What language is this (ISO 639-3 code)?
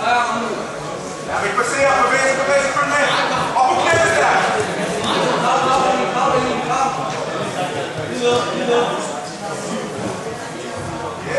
dan